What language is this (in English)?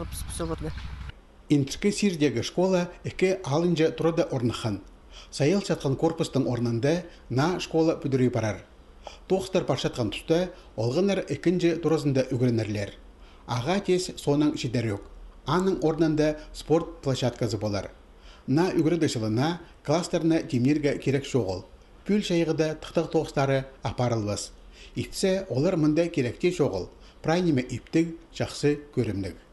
Khakas